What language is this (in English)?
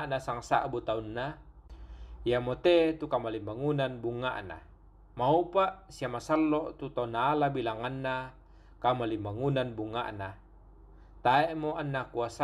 Toraja-Sa'dan